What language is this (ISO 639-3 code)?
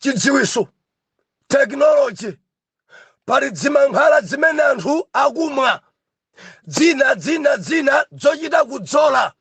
nya